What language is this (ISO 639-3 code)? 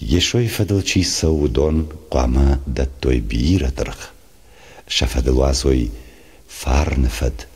oss